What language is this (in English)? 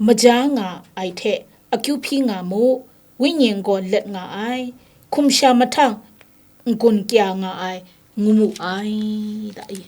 Kachin